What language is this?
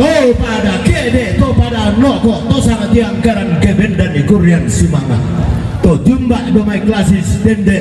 Toraja-Sa'dan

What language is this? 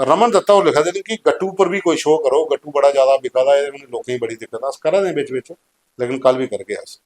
Dogri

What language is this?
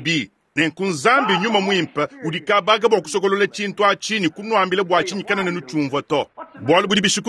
Luba-Lulua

